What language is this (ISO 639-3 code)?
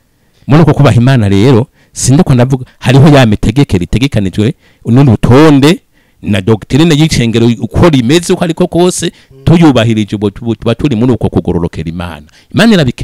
run